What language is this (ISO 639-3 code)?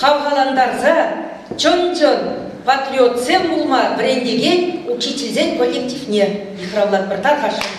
chv